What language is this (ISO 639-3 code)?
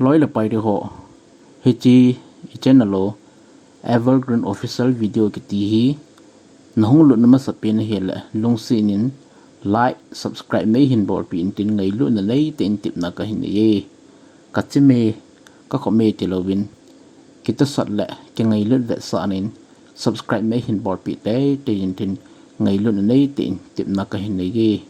tcz